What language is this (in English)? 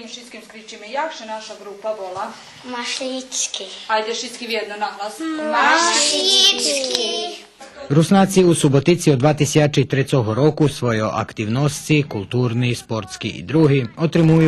Rusyn